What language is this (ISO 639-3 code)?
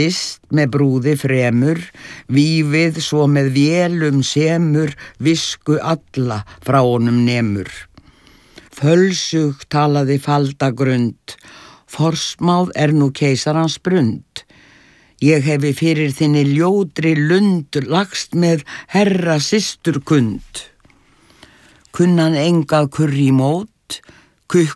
isl